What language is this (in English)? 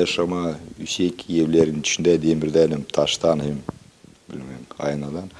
Gagauz